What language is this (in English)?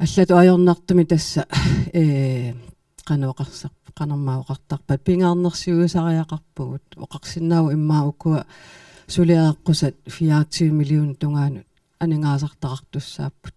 Kalaallisut